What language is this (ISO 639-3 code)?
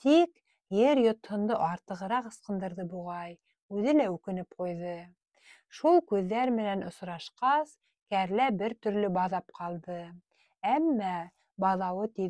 bak